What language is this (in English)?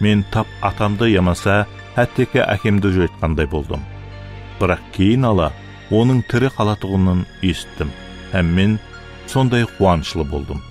Kara-Kalpak